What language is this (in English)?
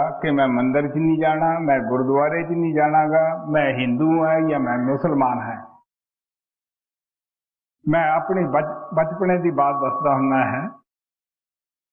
Punjabi